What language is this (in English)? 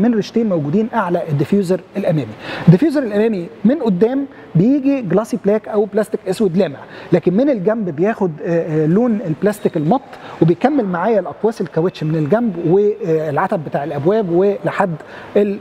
Egyptian Arabic